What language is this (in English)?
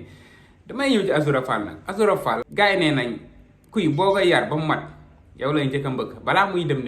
Wolof